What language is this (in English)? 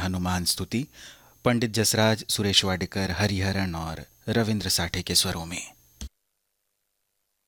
Hindi